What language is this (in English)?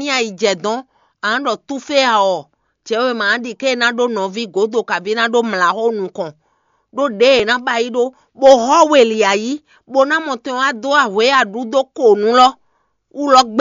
Fon